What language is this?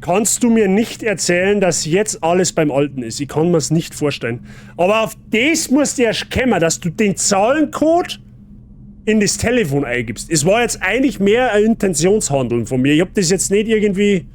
Bavarian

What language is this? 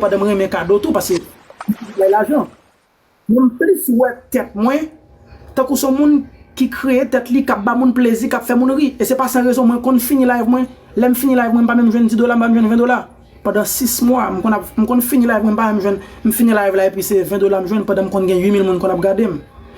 Haitian Creole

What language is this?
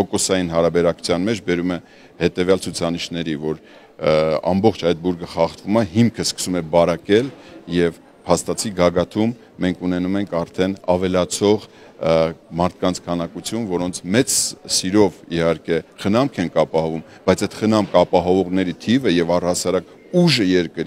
Armenian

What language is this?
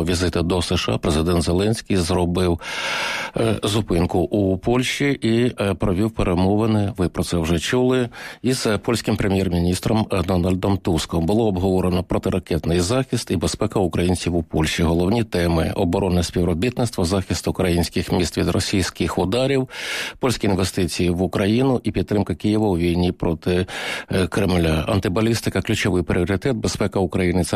Ukrainian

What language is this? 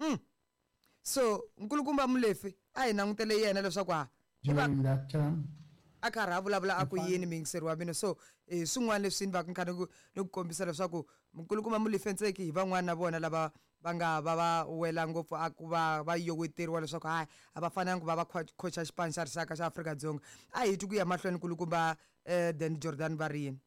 Tsonga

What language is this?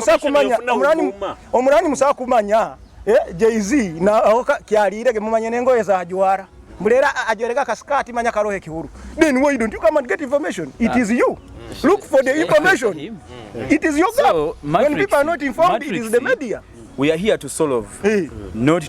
Nyoro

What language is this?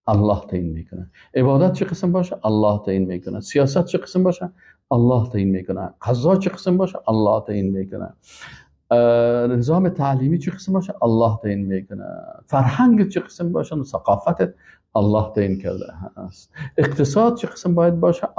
Persian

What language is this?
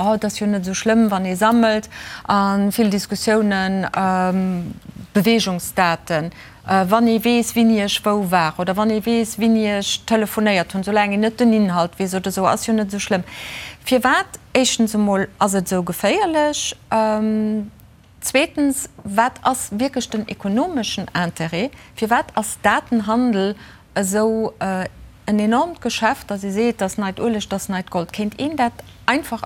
Luxembourgish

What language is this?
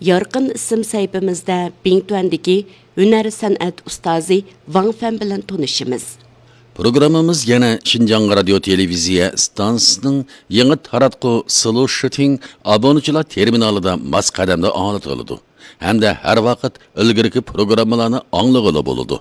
Uyghur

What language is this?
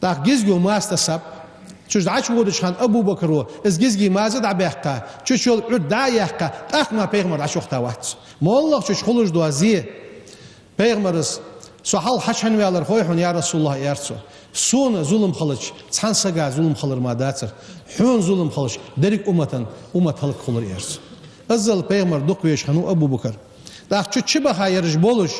Ingush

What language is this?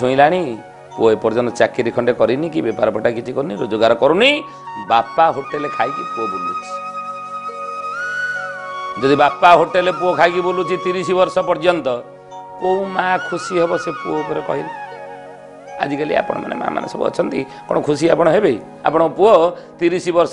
Odia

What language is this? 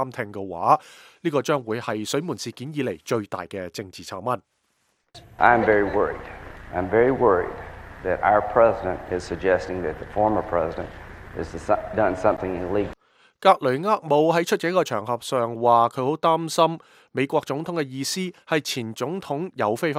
Cantonese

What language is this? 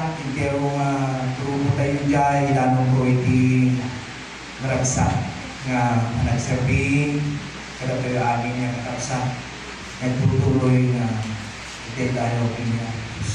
Iloko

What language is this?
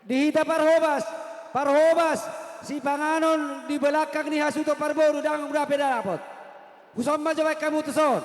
Batak Toba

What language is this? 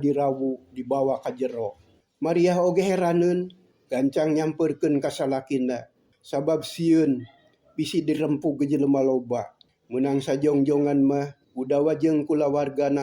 Sundanese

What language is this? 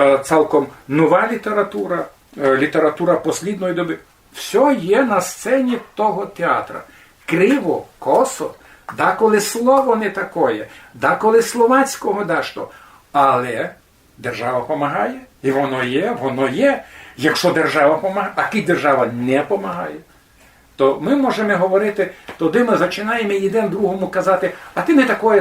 Rusyn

